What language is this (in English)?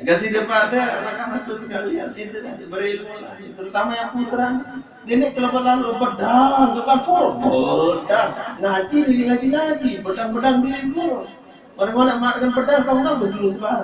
Sasak